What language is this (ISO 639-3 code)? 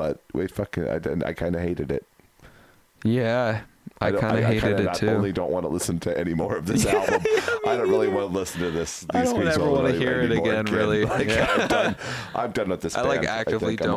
eng